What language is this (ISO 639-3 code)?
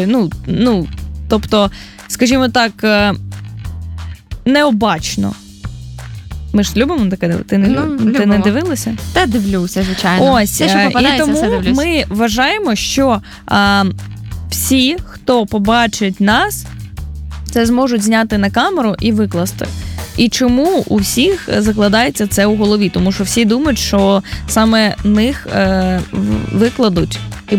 ukr